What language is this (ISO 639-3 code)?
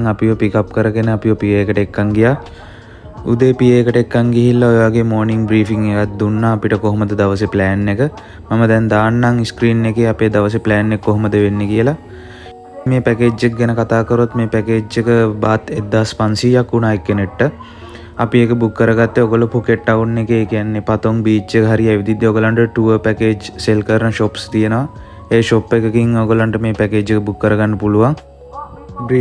sin